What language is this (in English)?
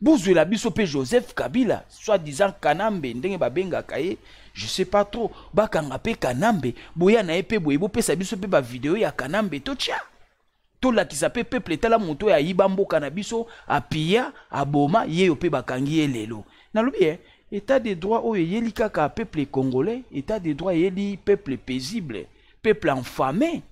Lingala